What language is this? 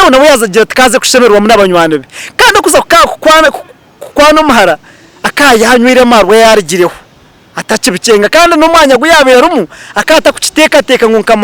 Nyankole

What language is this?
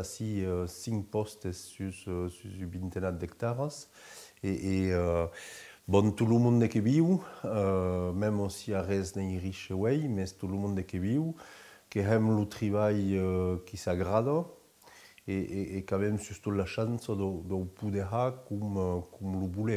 Occitan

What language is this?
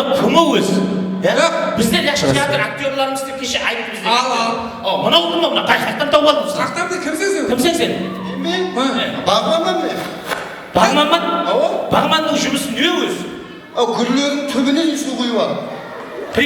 Kara-Kalpak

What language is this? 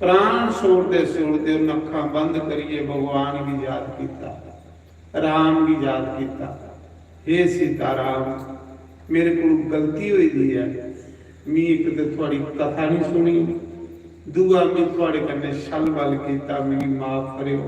Dogri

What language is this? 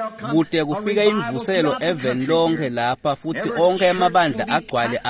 Swati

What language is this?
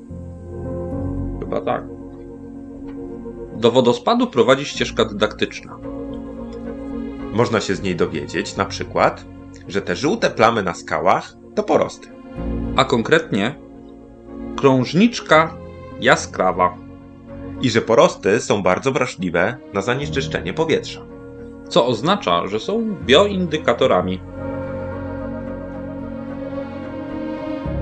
Polish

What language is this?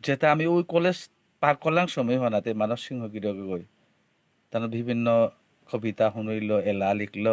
Bishnupriya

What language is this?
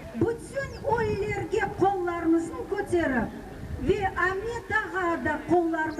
Crimean Tatar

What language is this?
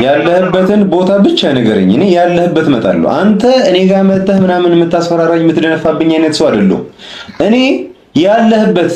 Amharic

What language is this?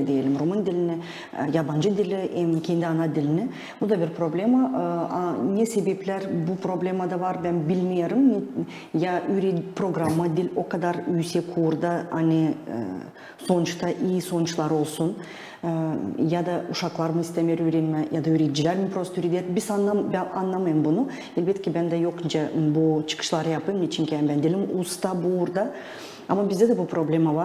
Gagauz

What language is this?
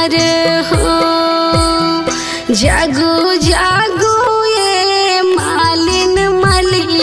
Bhojpuri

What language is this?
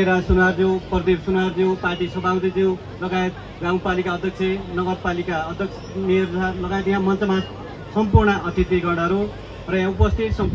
Nepali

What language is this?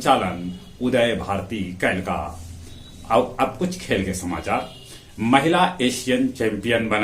Magahi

